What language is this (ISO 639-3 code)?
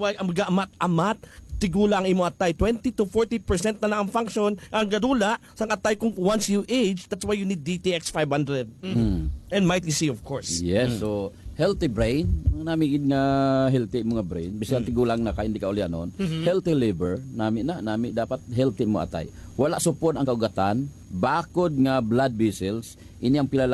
hil